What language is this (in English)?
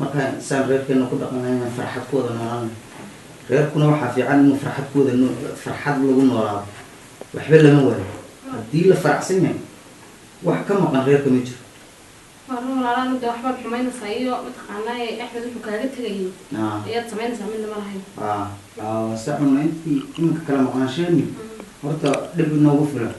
Somali